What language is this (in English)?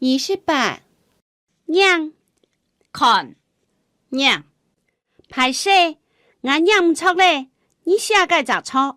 Hakka Chinese